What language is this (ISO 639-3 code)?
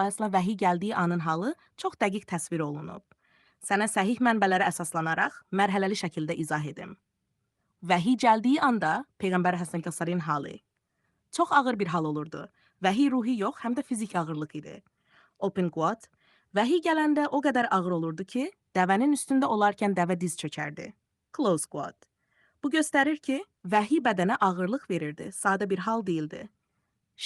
aze